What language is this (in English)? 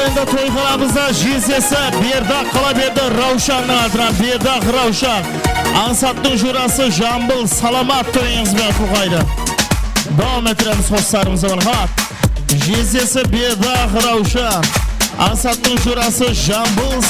Kara-Kalpak